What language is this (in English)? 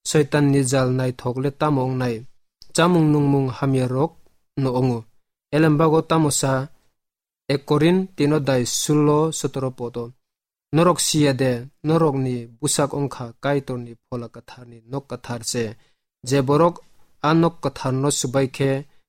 Kok Borok